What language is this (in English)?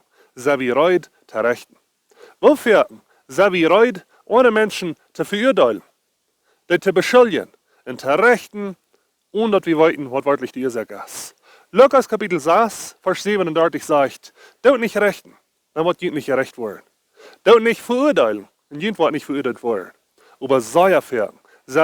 Plautdietsch